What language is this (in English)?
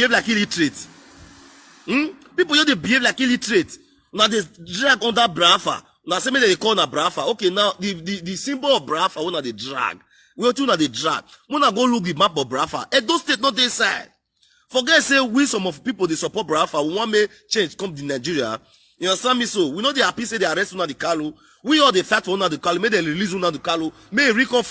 Nigerian Pidgin